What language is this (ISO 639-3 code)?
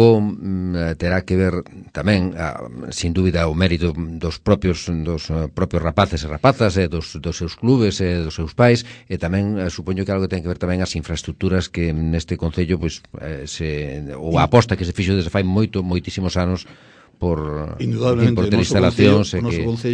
glg